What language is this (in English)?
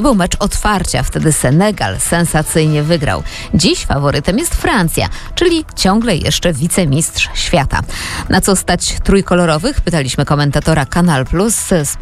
Polish